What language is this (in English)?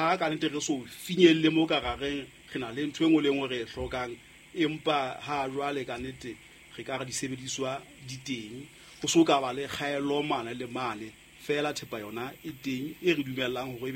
Southern Sotho